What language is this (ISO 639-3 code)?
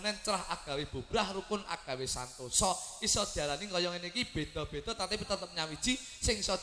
jav